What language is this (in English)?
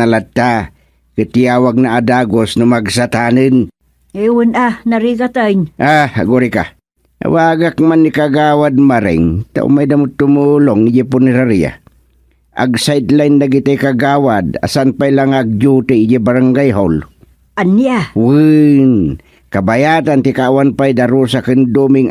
Iloko